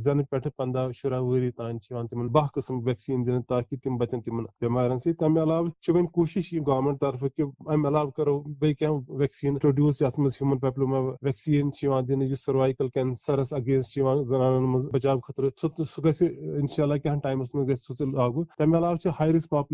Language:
Kashmiri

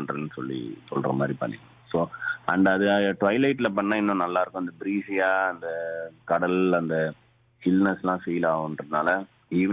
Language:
Tamil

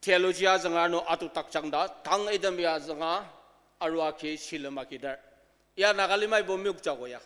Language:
Ao Naga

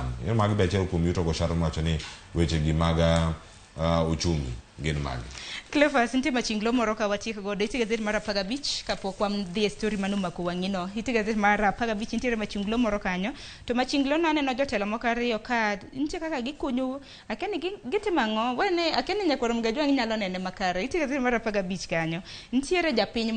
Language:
Luo (Kenya and Tanzania)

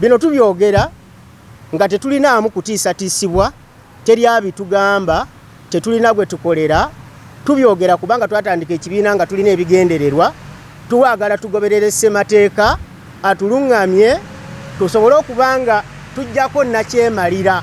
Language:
Ganda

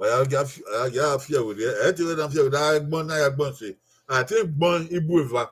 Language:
Bini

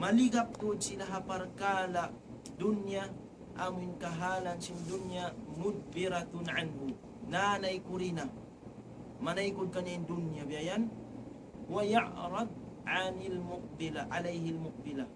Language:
Tausug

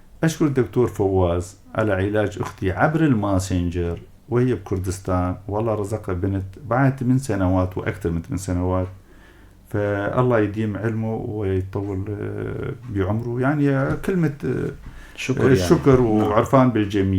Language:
North Levantine Arabic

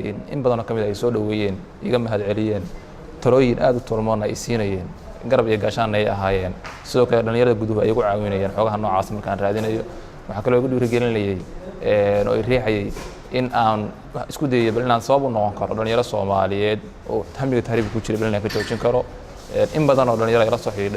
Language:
Somali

